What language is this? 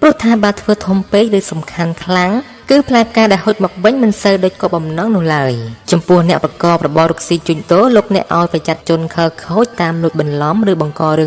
Khmer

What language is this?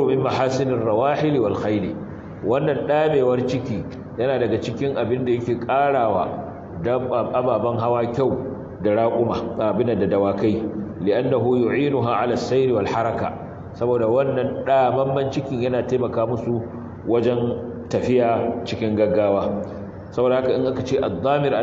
Hausa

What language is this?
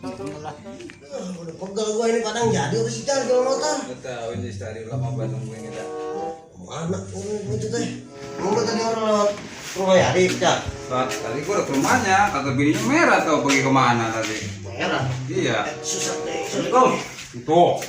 Betawi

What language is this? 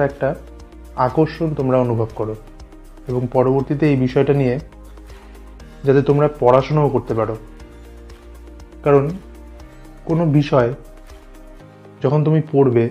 Bangla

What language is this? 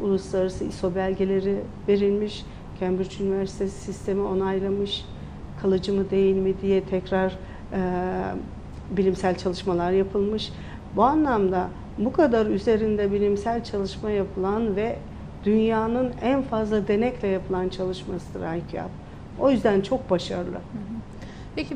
Turkish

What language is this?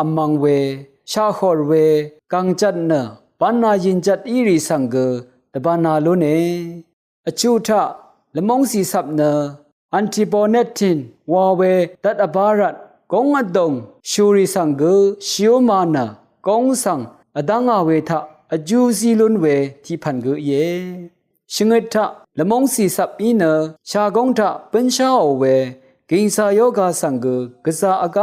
Rawang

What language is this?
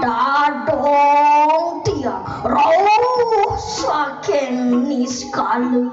Balinese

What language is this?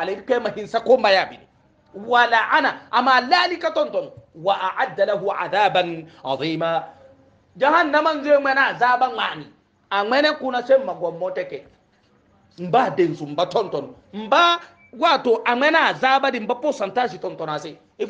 Hausa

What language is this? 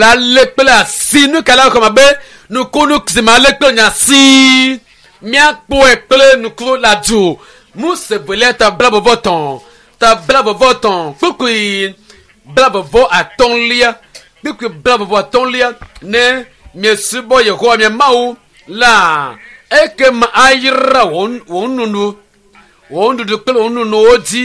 Ewe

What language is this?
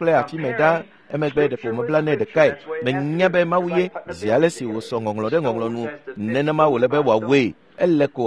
Ewe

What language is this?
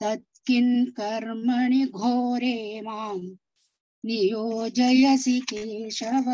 Sanskrit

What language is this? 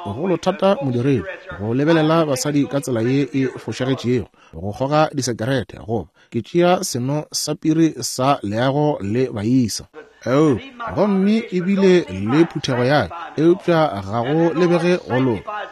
Northern Sotho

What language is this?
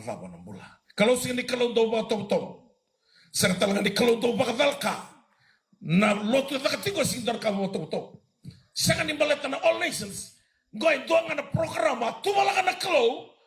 Fijian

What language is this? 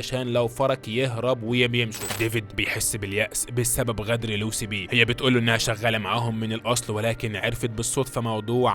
Egyptian Arabic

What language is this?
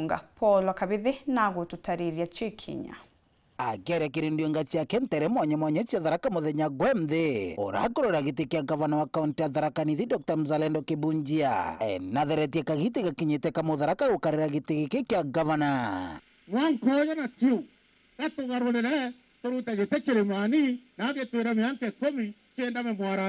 Meru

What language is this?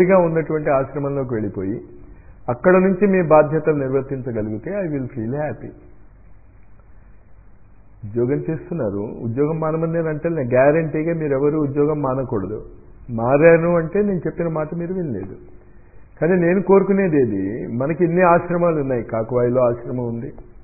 Telugu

